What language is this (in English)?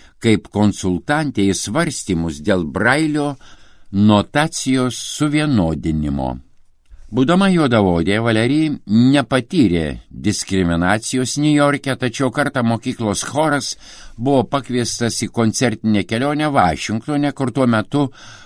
Lithuanian